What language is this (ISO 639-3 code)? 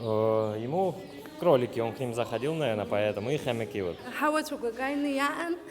abk